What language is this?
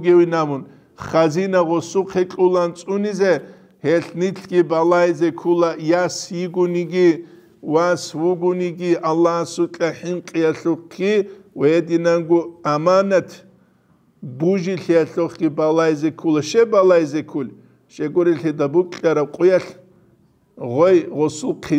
Avaric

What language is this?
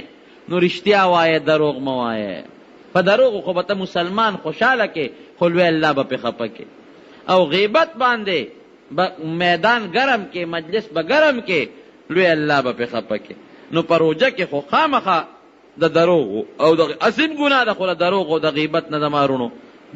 Pashto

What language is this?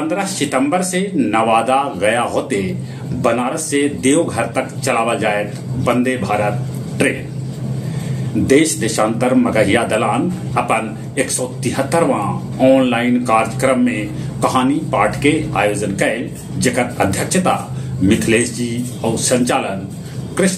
Magahi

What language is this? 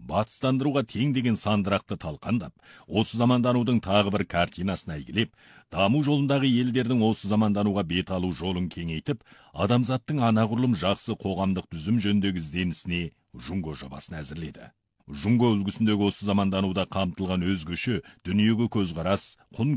Kazakh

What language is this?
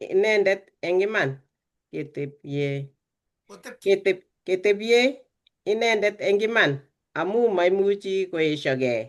Kalenjin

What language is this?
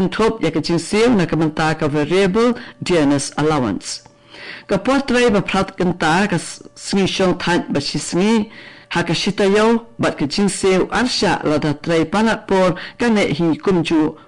Khasi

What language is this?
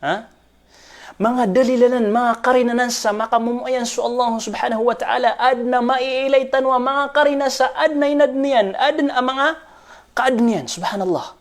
Maranao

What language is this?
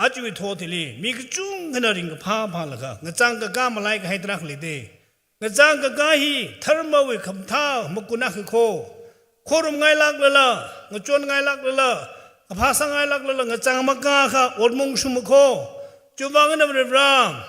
Tangkhul Naga (India)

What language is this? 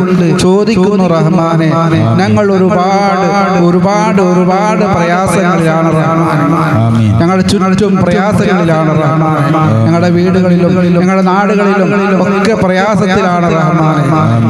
Malayalam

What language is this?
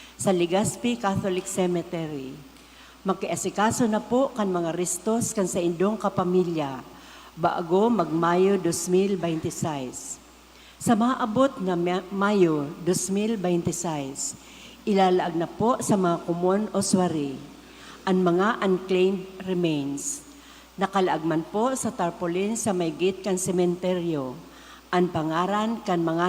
Bikol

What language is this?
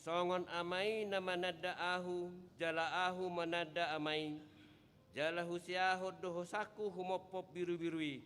Batak Toba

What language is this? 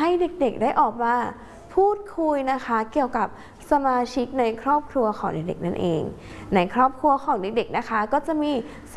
Thai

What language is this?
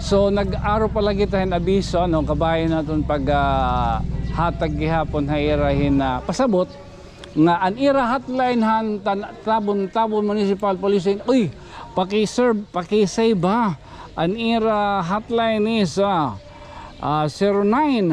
Waray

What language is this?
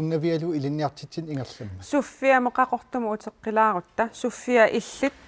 Kalaallisut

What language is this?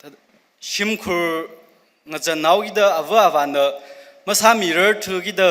Tangkhul Naga (India)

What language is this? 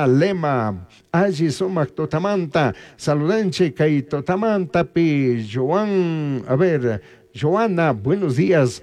Chimborazo Highland Quichua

